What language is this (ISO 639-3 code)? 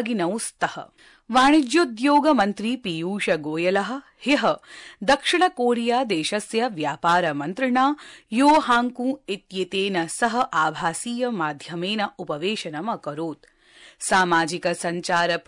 san